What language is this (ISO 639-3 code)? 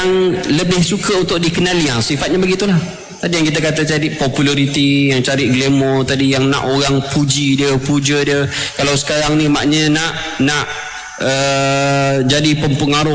msa